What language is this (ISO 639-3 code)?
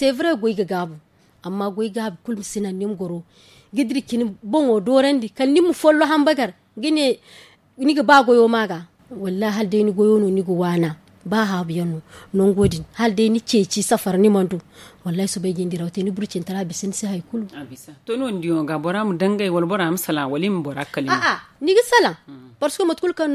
dje